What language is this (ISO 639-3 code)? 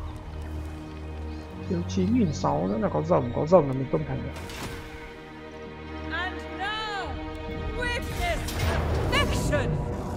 vie